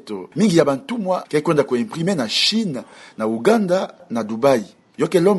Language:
Kituba (Democratic Republic of Congo)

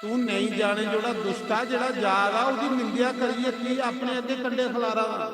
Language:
Dogri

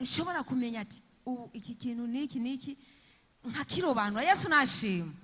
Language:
Rundi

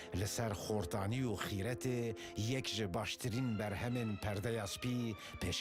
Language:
Kurdish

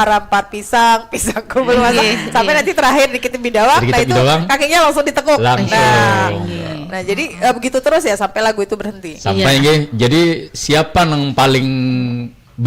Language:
Banjar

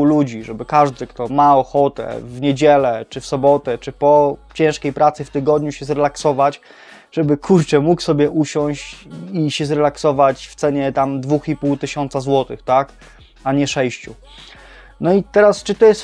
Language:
Polish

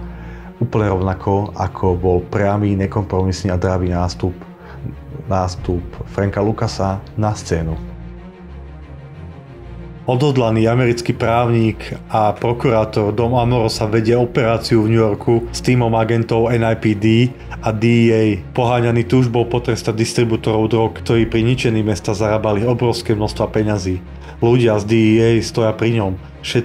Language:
Slovak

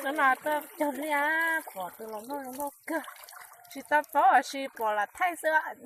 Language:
Hmong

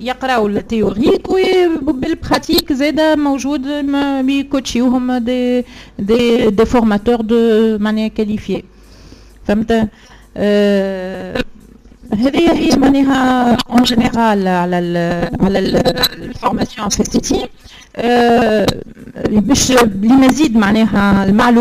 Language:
Tunisian Arabic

